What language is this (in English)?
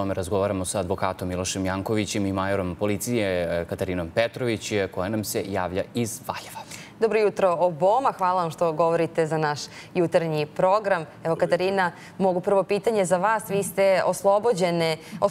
Serbian